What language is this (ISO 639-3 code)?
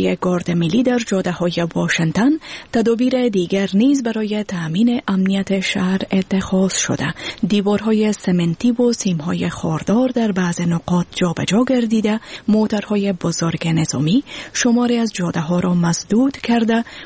fas